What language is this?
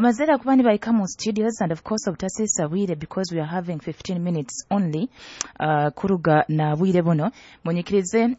Nyoro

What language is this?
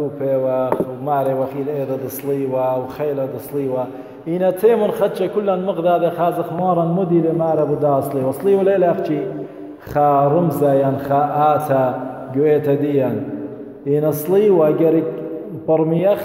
Assyrian Neo-Aramaic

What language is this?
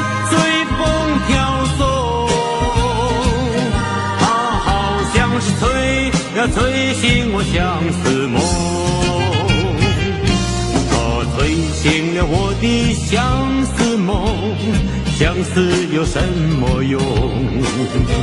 Chinese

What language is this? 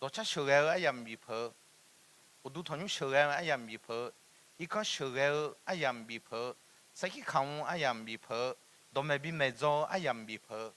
Akha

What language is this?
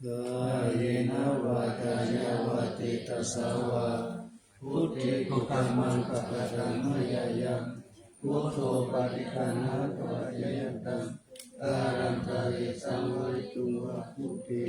Pali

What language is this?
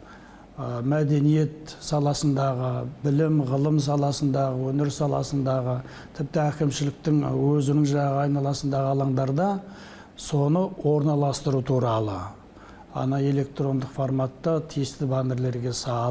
Kazakh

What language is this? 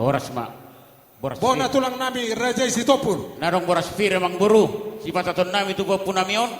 Batak Toba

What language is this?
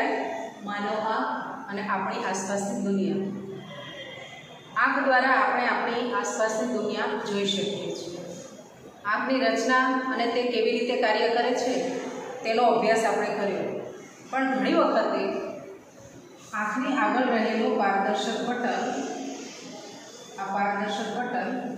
Gujarati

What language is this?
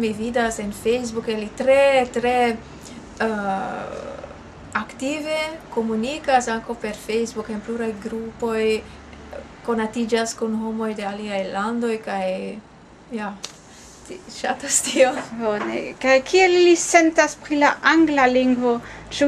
Esperanto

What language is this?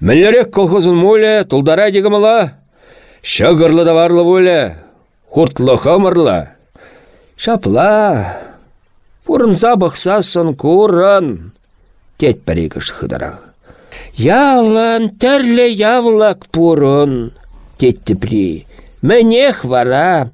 Chuvash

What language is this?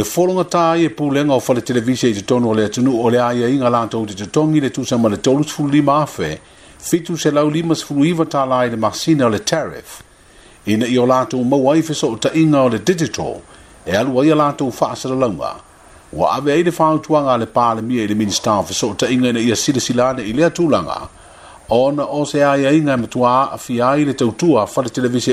Samoan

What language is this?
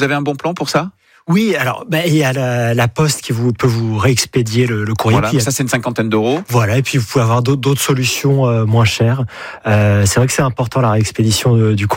French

